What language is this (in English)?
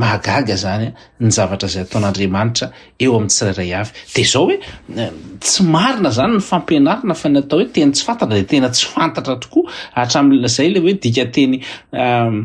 Malagasy